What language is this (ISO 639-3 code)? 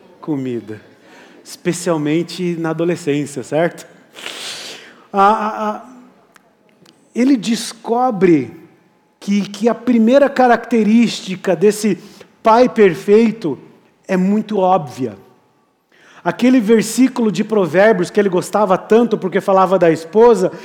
por